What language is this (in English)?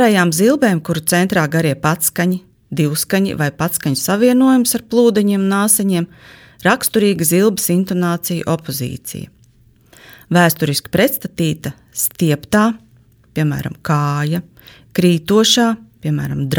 Latvian